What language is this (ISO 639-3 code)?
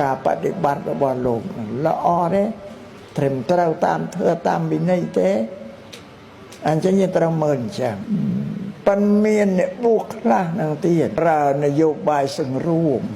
khm